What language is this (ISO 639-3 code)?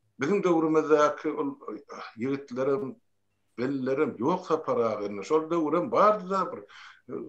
tuk